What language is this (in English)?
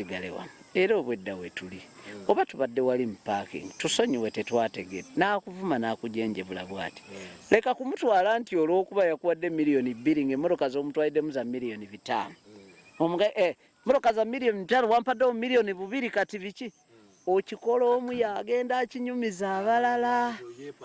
Ganda